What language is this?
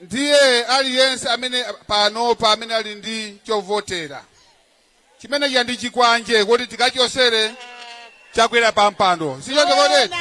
Nyanja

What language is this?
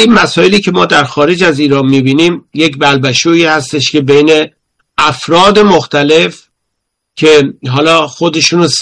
Persian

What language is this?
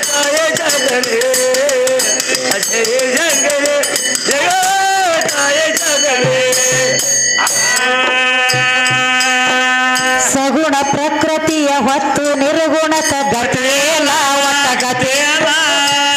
Kannada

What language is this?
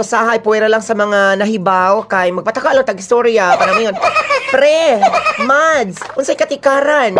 Cebuano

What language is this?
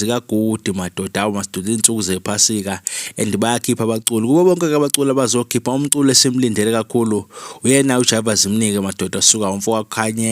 Zulu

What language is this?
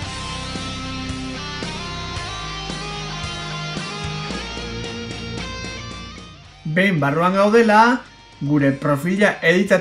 Basque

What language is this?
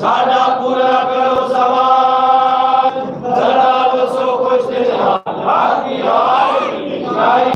Saraiki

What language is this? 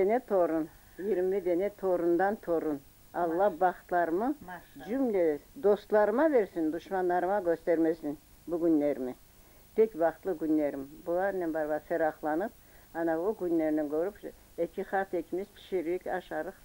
Crimean Tatar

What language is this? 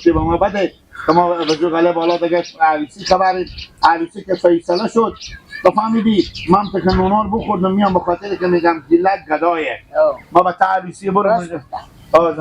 Hazaragi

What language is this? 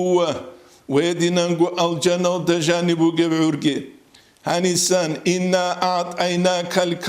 Avaric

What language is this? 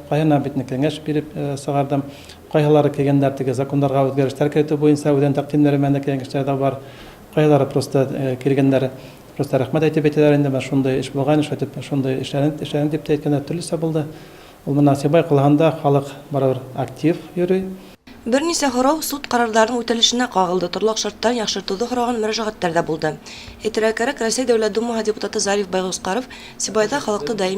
Bashkir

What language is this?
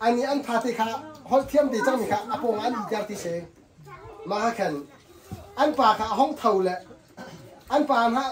Hakha Chin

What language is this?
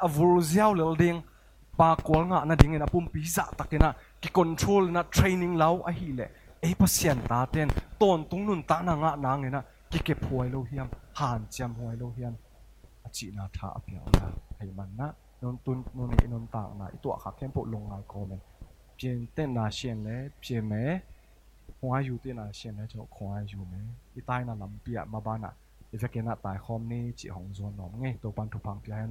Tedim Chin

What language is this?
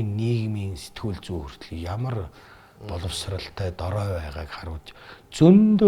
Mongolian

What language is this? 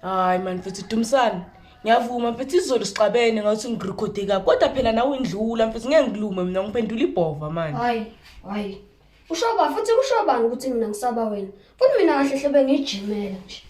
Zulu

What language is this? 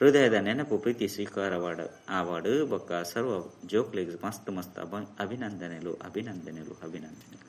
Tulu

